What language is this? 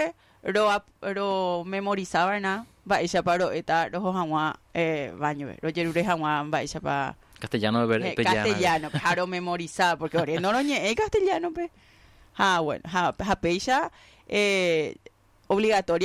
Guarani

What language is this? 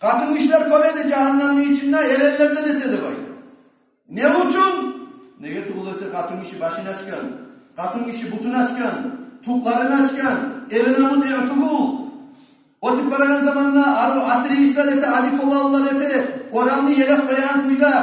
Kumyk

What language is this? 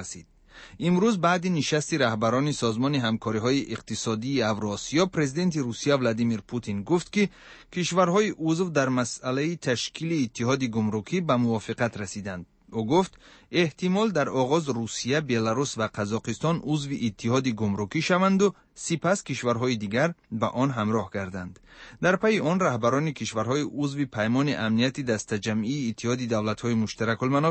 Tajik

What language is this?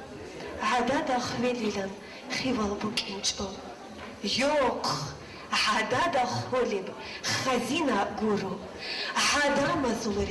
Avaric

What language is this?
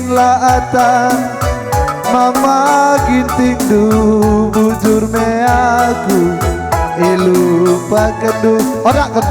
Batak Karo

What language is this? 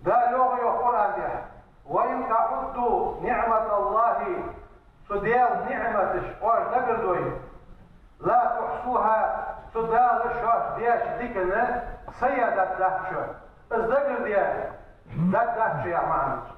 Ingush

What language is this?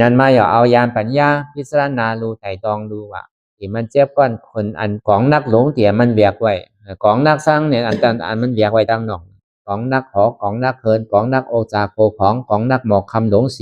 Shan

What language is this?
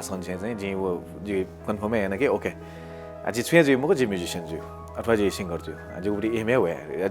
Newari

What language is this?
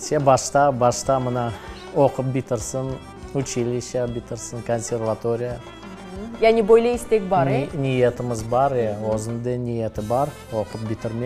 Crimean Tatar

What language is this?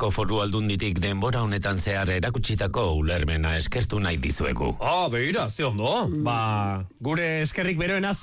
Basque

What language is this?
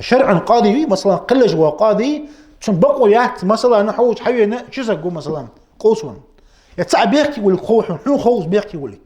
Ingush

